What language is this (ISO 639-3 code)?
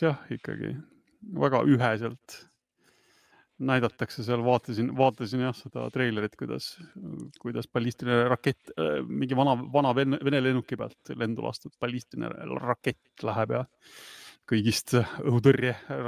est